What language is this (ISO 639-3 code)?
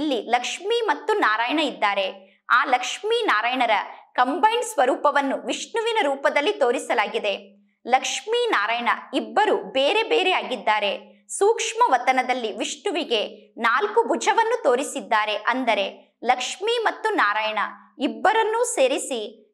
kan